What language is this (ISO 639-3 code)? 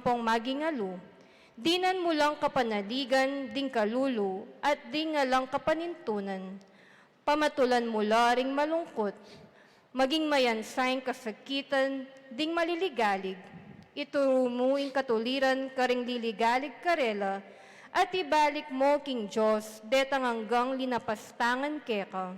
pam